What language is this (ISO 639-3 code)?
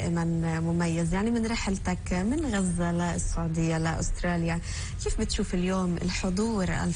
apc